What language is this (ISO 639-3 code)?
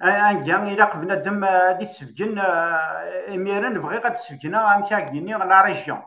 kab